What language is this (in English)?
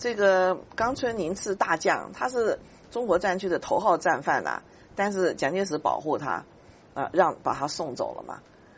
Chinese